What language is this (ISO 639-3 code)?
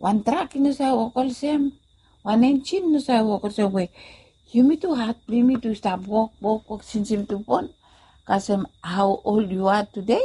bis